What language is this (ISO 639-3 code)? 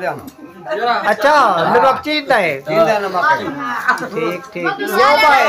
skr